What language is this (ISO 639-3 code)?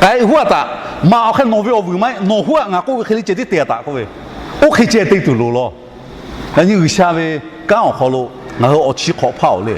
lhu